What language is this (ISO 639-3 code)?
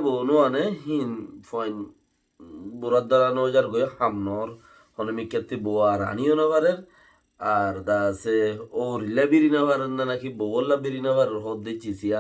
rhg